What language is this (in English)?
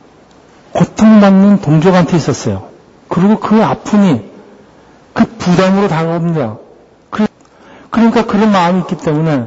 Korean